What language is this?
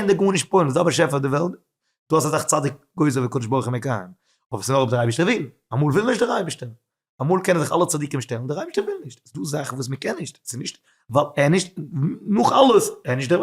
Yiddish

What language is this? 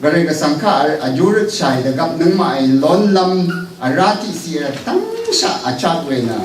Rawang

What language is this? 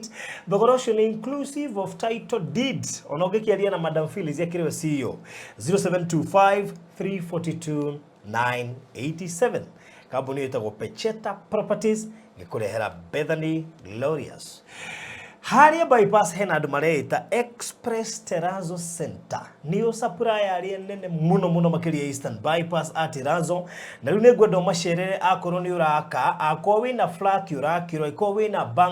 Kikuyu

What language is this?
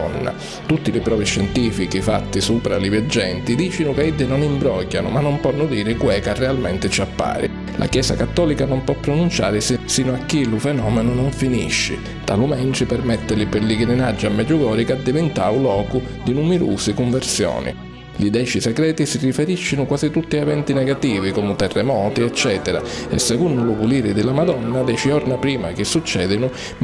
Sicilian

